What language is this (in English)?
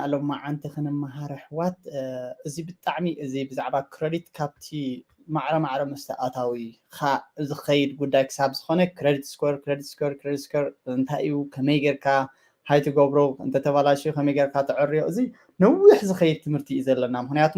Tigrinya